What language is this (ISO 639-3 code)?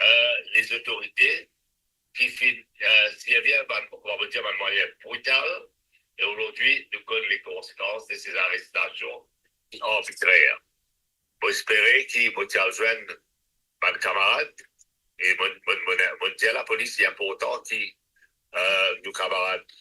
mfe